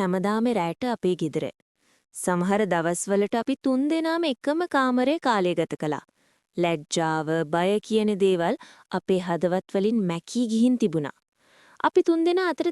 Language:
Sinhala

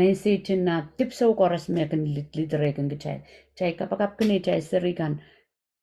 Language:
Pohnpeian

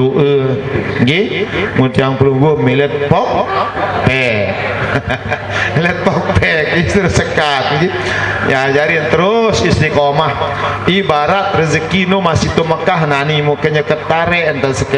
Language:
Sasak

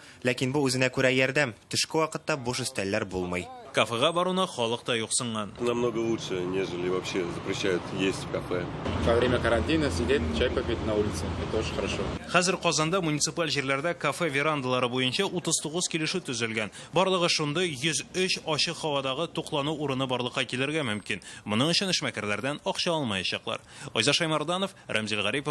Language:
Tatar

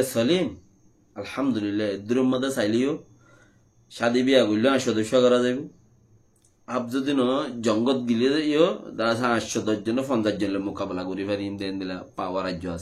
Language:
Rohingya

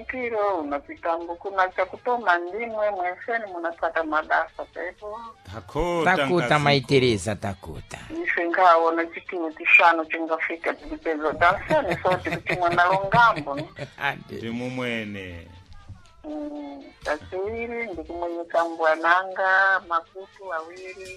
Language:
Sena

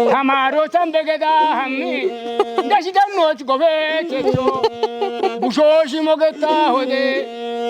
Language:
Kafa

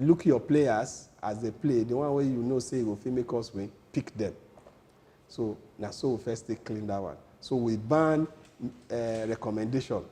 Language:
Nigerian Pidgin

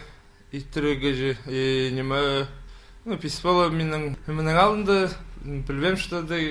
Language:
Khakas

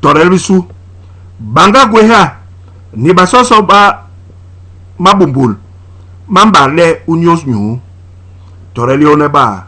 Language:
Basaa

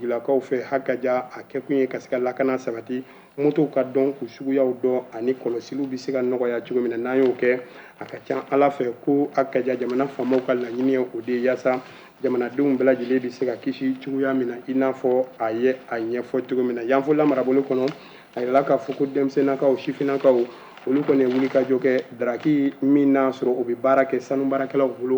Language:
Bambara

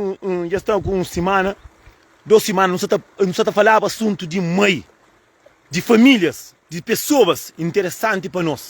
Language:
Kabuverdianu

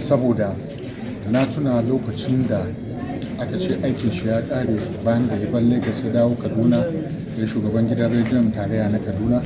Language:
Hausa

